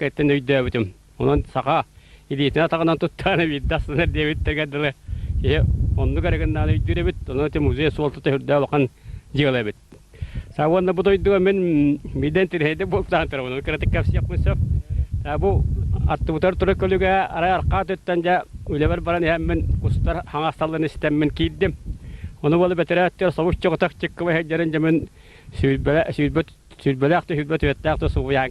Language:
Yakut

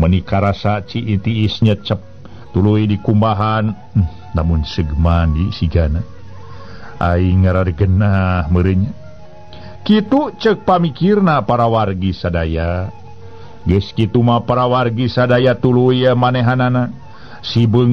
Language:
Sundanese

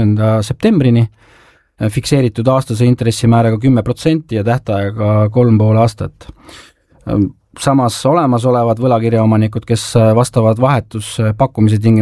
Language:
Estonian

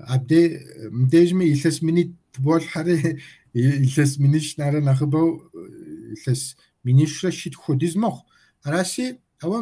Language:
Kabardian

